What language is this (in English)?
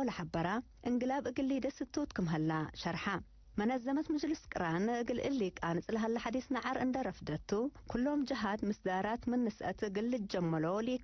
Tigre